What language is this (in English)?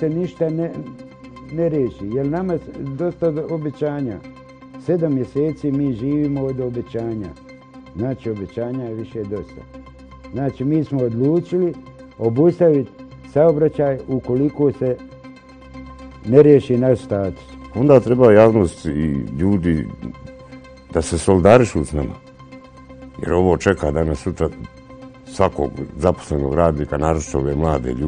Bosnian